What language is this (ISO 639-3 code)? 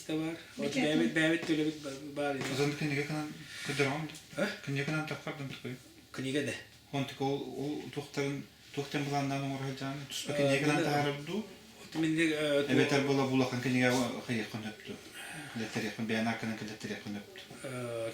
sah